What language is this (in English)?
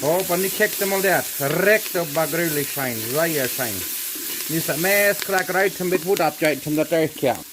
Plautdietsch